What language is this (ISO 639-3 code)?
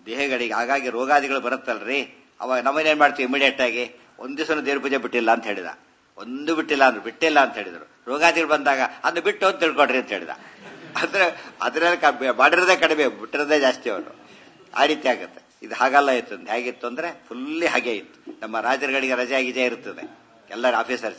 kan